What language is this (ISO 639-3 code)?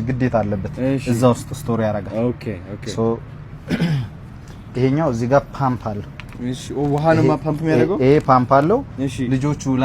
amh